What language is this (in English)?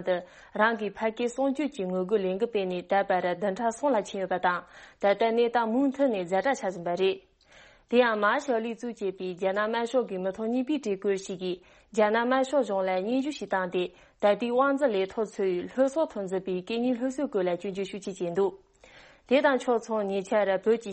Tibetan